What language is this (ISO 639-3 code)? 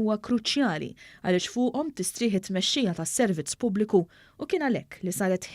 mlt